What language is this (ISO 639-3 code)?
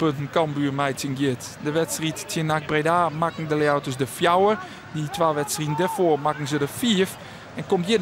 fry